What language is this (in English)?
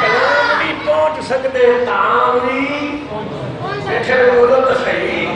Saraiki